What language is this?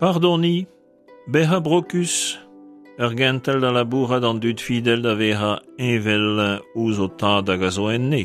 Breton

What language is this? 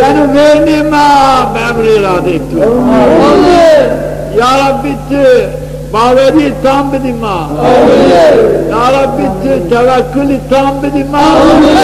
Zaza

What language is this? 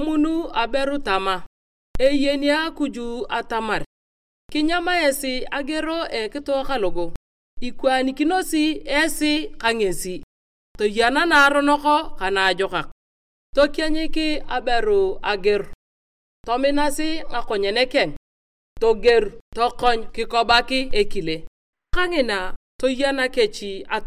Turkana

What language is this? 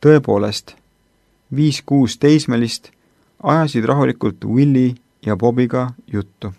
Estonian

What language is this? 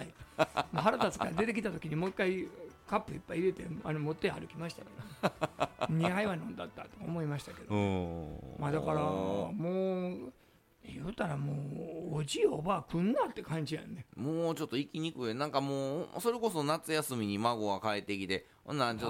Japanese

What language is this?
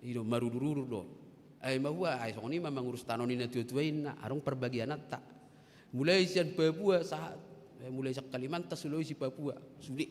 Batak Toba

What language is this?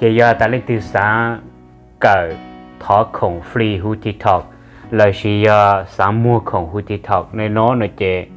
Hmong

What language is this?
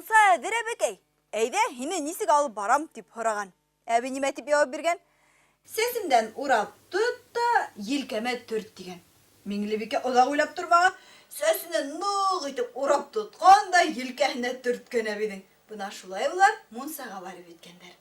Bashkir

